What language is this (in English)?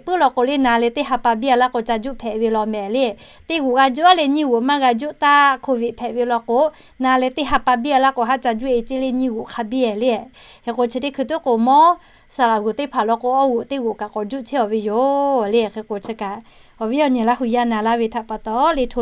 Lahu